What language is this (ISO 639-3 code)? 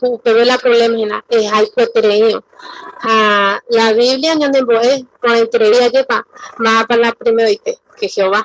grn